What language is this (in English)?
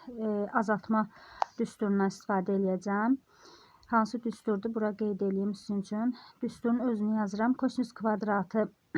Azerbaijani